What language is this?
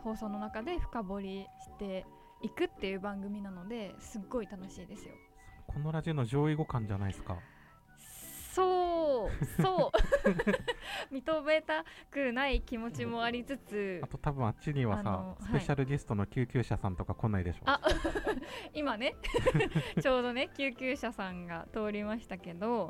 Japanese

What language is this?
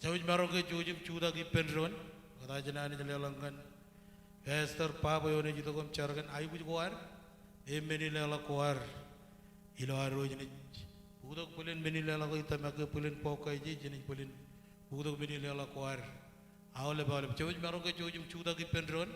Marshallese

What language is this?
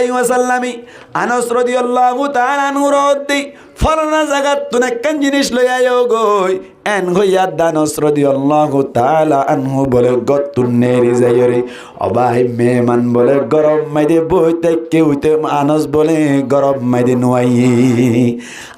Rohingya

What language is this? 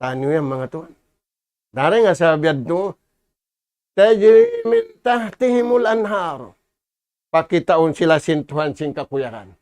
Tausug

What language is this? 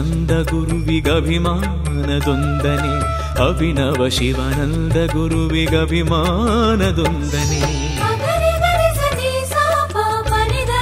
Kannada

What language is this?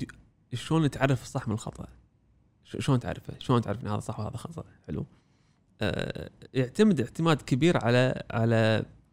Gulf Arabic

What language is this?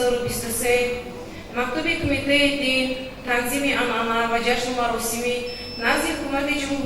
Tajik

